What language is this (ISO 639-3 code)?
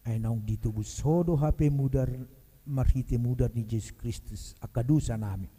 bbc